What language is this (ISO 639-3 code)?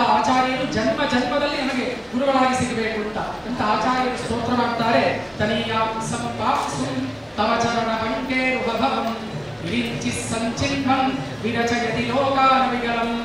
kan